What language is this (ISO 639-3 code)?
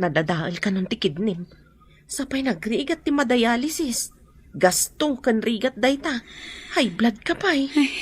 ilo